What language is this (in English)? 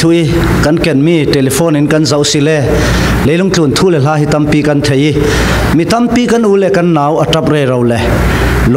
Falam Chin